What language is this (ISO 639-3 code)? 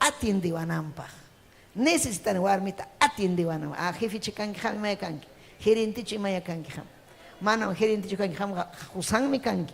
quy